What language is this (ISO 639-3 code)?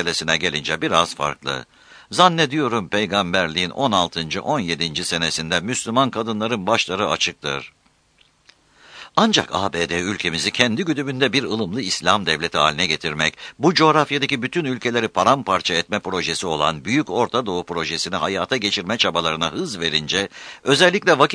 tur